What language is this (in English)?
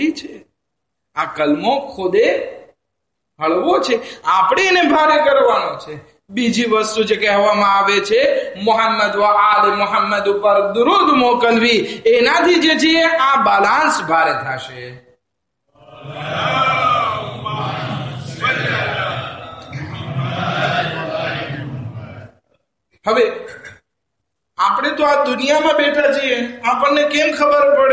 Gujarati